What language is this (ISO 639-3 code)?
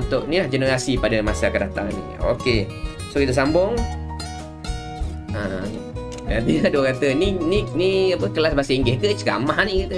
msa